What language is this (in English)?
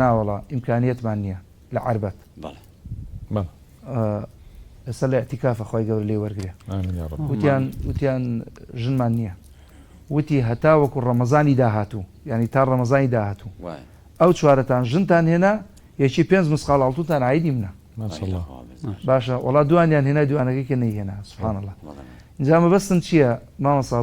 Central Kurdish